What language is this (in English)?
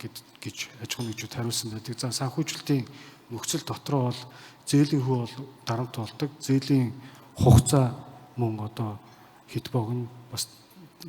Mongolian